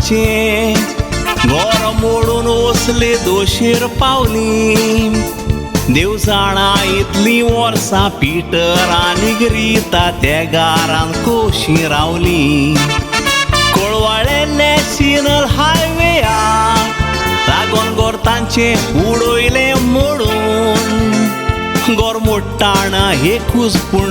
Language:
Konkani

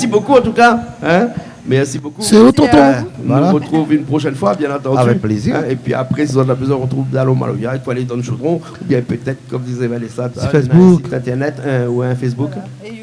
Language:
Réunion Creole French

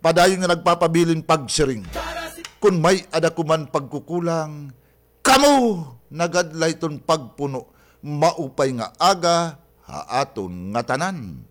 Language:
Waray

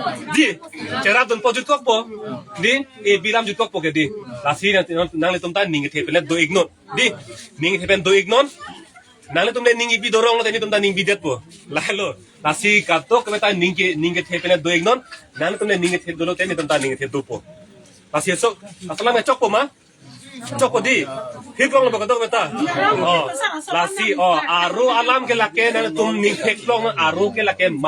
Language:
Karbi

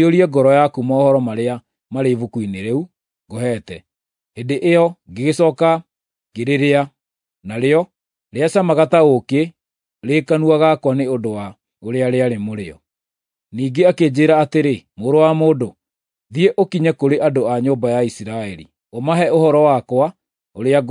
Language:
Kikuyu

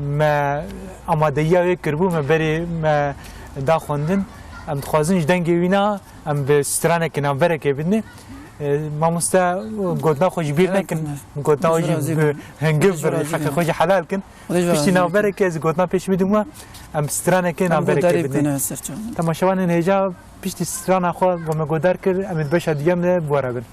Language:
Kurdish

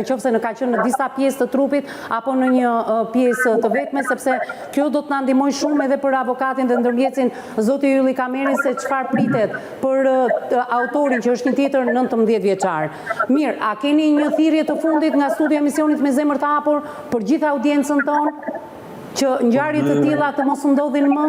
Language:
Albanian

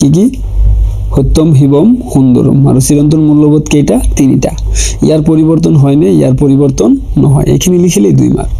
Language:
Assamese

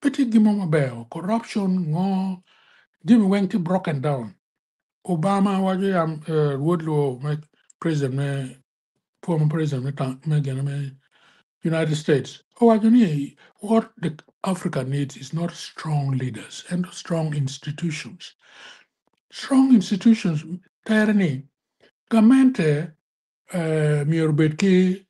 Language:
Acoli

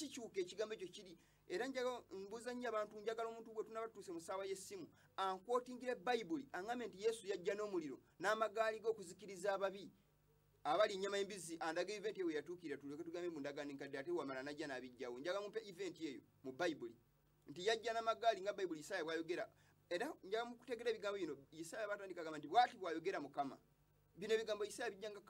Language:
Ganda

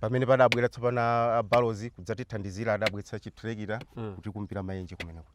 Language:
Nyanja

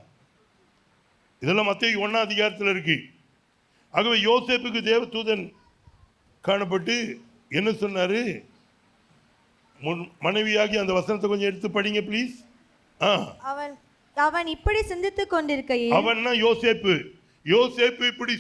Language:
Tamil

